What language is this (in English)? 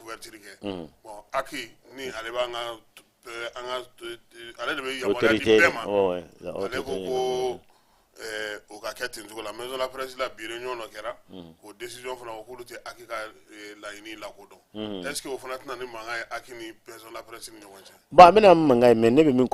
Bambara